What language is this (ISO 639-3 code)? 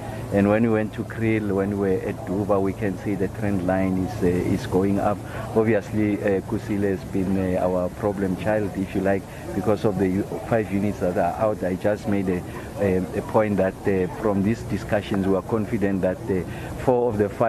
eng